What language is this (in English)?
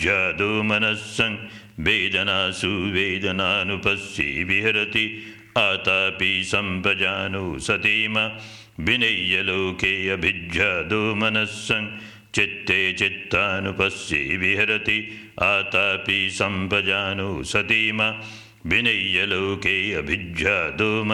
Pali